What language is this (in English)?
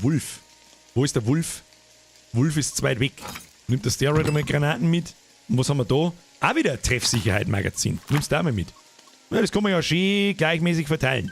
Bavarian